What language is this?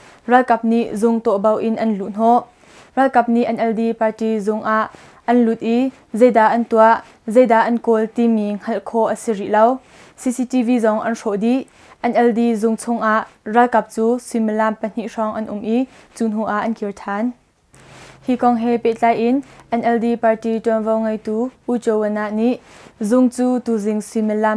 Hakha Chin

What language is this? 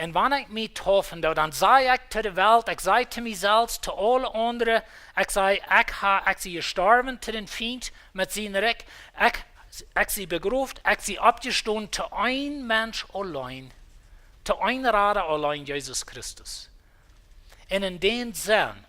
Plautdietsch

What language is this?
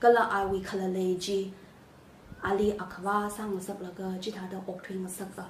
Tangkhul Naga (India)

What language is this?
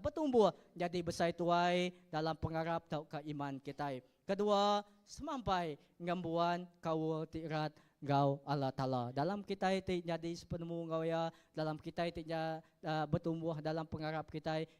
Iban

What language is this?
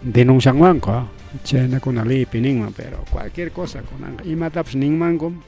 Ayacucho Quechua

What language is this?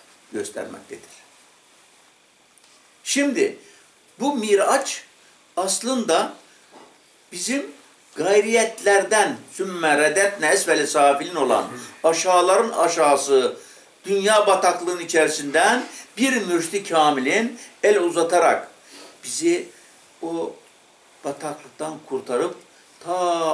Turkish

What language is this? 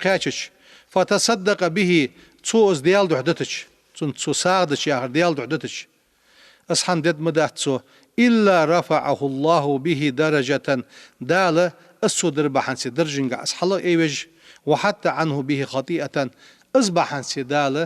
Ingush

